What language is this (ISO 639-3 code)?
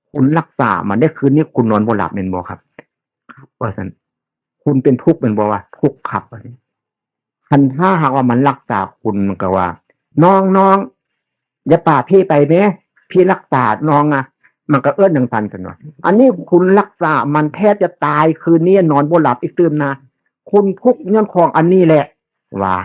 tts